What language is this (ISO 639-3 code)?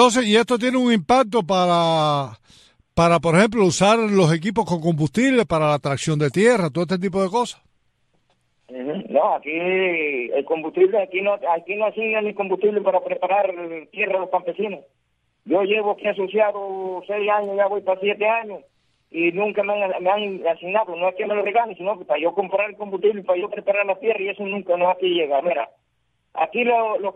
spa